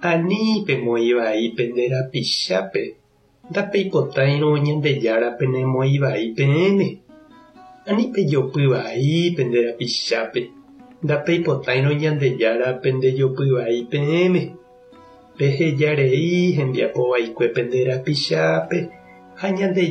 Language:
Guarani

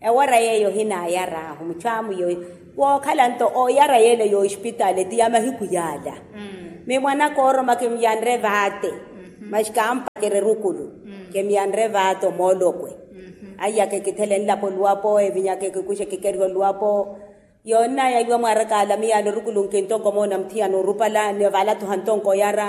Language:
Makhuwa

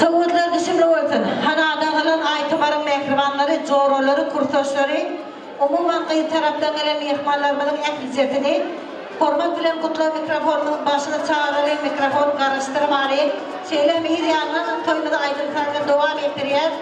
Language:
Turkmen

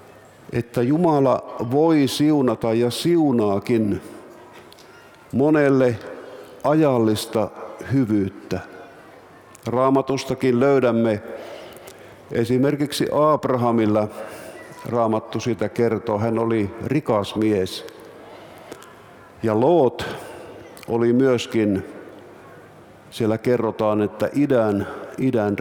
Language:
Finnish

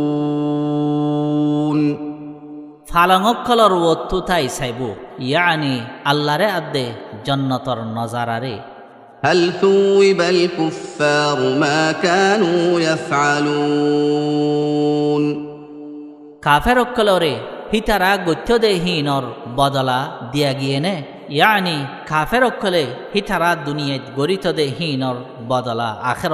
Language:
Rohingya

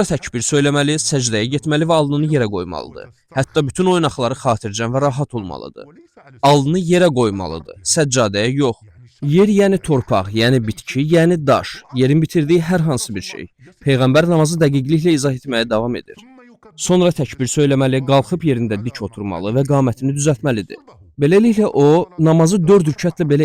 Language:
Azerbaijani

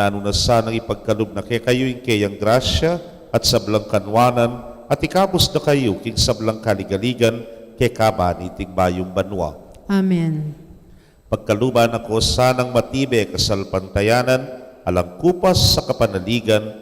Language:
Pampanga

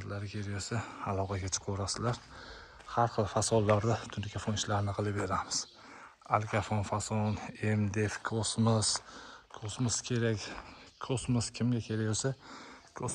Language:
Uzbek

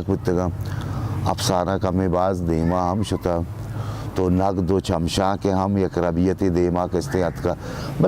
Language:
Baluchi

